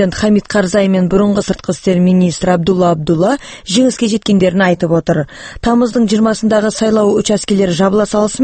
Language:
Kazakh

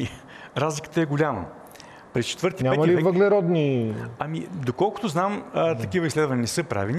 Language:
Bulgarian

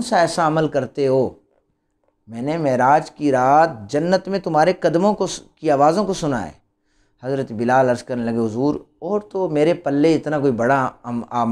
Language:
Urdu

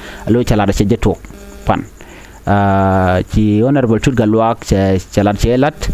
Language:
Nuer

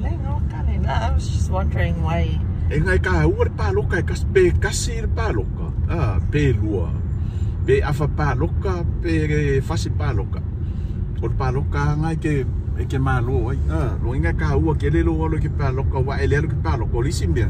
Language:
Samoan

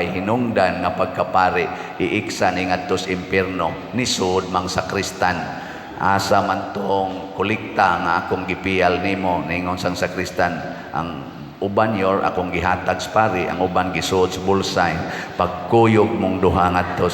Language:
Cebuano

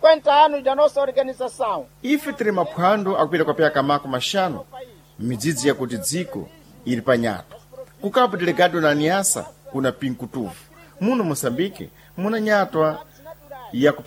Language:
Sena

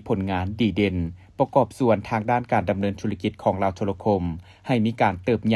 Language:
Lao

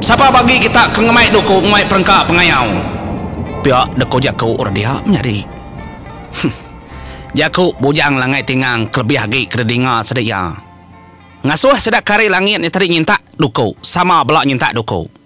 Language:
Iban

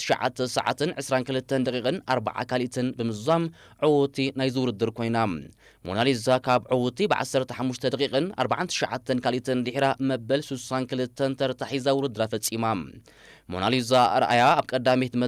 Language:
Tigrinya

